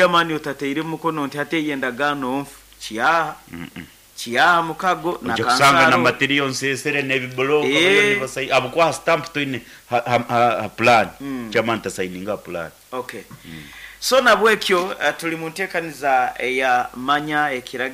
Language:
Nyoro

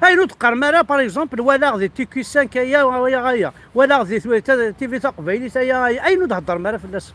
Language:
Kabyle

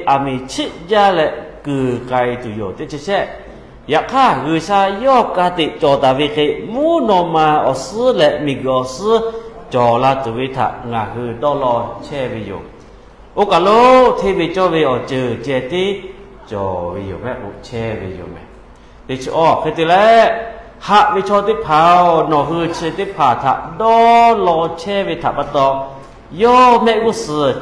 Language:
Lahu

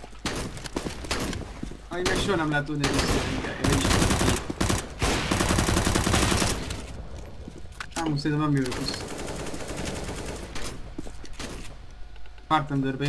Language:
Hungarian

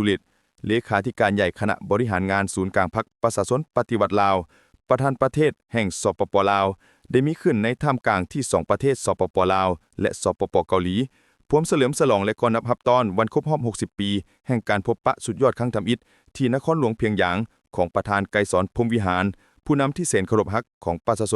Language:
Lao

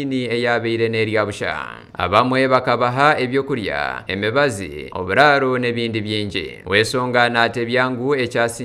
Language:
Nyankole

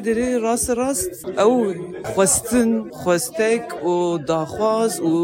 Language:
Kurdish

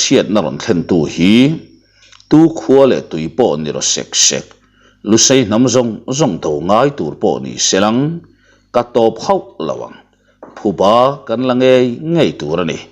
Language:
Mizo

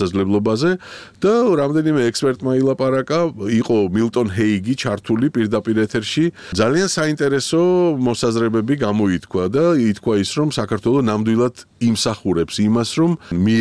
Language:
Georgian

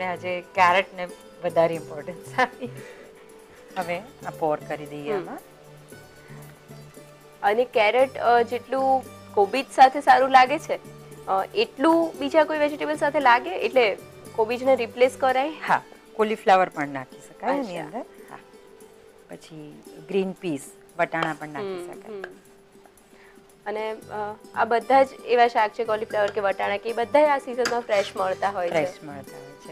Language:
Gujarati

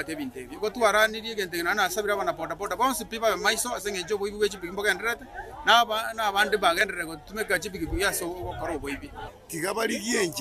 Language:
Gusii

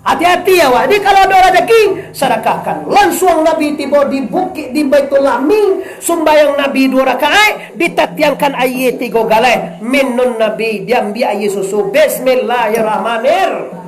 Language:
Minangkabau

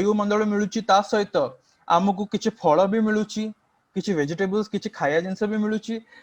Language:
Odia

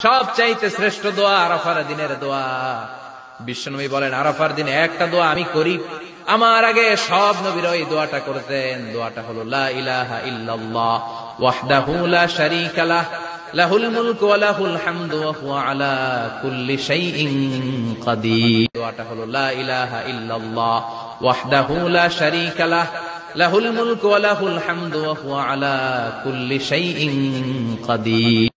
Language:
Sylheti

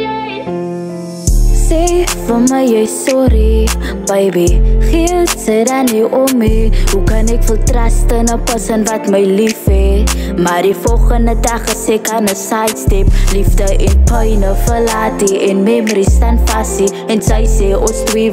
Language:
Afrikaans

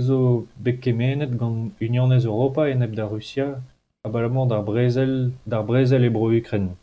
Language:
Breton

